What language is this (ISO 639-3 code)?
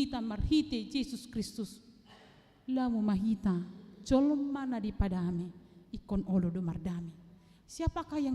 bbc